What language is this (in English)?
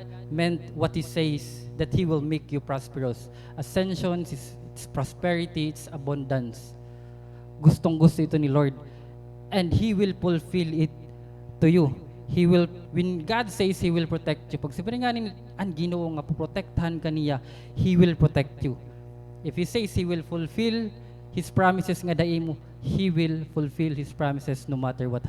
Waray